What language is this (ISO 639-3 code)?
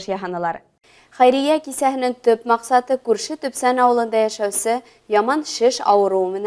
bak